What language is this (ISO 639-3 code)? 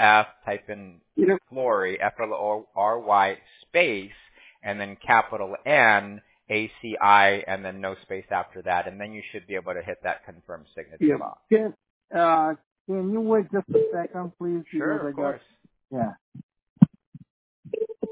eng